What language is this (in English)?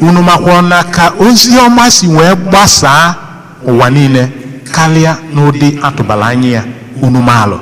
Igbo